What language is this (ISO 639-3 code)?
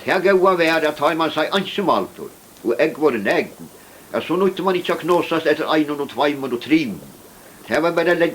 fao